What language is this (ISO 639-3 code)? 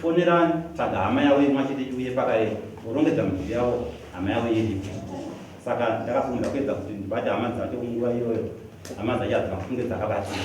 sna